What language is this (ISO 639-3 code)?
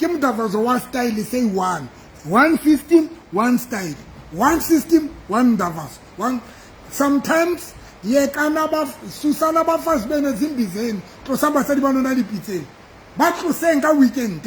sot